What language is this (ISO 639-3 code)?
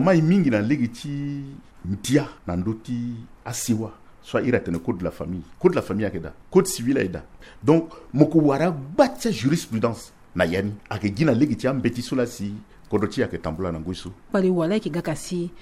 sag